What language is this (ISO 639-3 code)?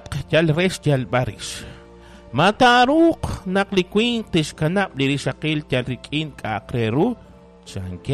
kek